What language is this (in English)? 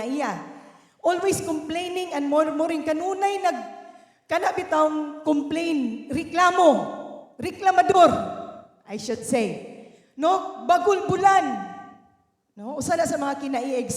Cebuano